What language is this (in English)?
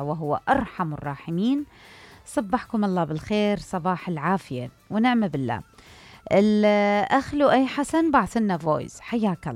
Mesopotamian Arabic